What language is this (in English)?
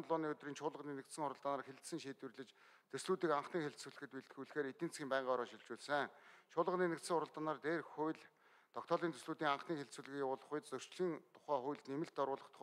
Mongolian